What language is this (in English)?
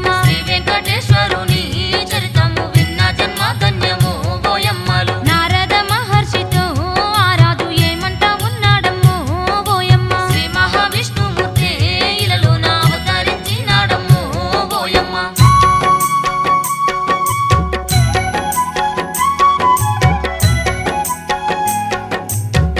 Telugu